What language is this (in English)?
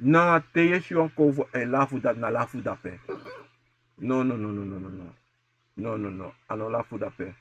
Sranan Tongo